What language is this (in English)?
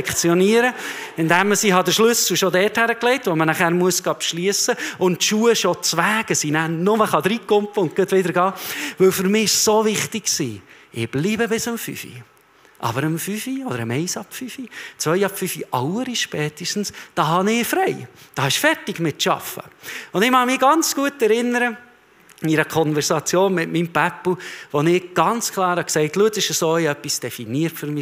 Swiss German